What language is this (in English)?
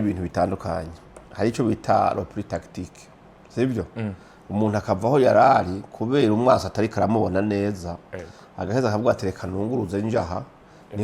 Rundi